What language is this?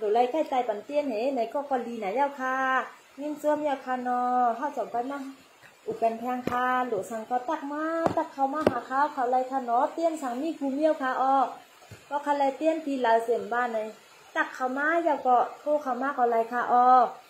Shan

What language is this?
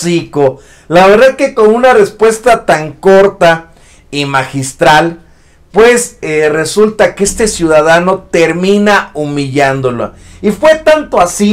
Spanish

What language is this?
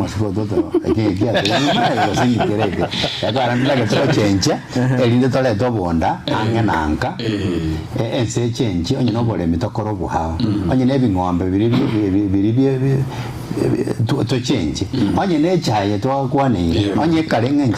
Gusii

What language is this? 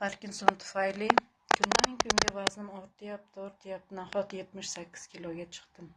Uzbek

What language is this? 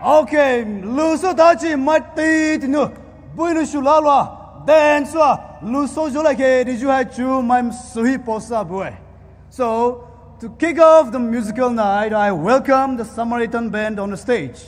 Poumei Naga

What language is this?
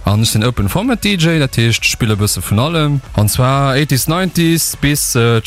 Luxembourgish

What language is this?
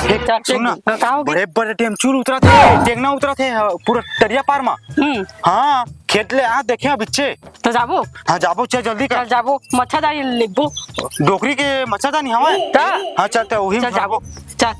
Chhattisgarhi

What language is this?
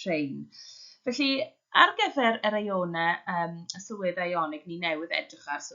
Welsh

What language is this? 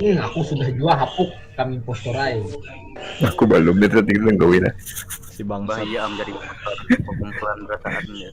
Banjar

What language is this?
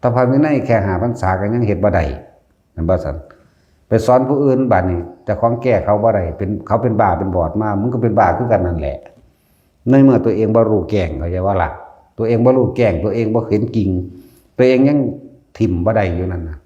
Northeastern Thai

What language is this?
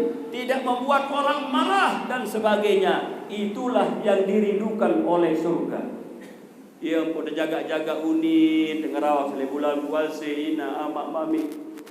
Sasak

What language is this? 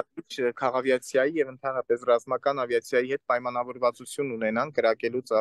Armenian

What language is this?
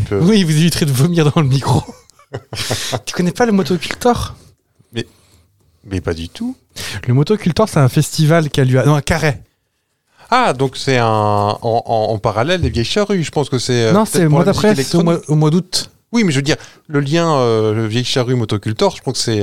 French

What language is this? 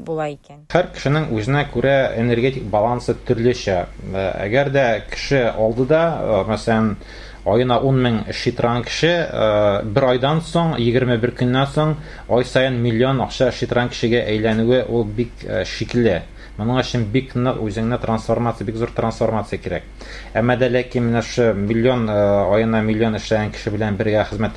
Tatar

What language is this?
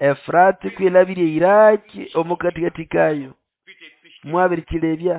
Nande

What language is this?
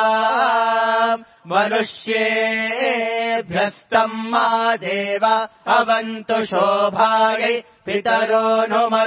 Sanskrit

